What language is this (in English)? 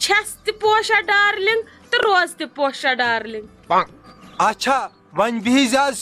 Kashmiri